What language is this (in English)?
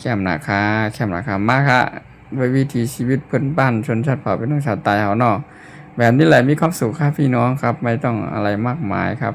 Shan